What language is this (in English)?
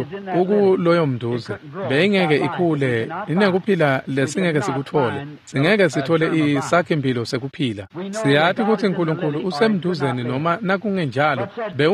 Swati